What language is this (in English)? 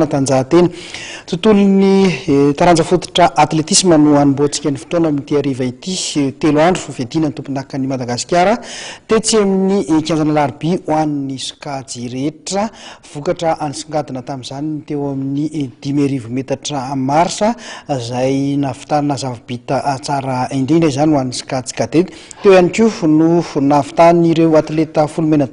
Malagasy